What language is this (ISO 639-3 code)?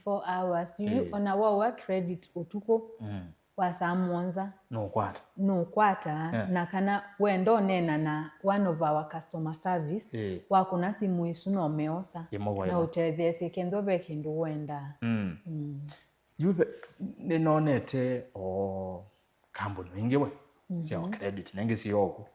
kam